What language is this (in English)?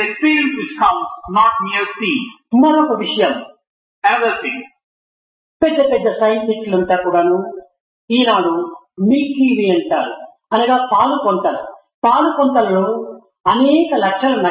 Telugu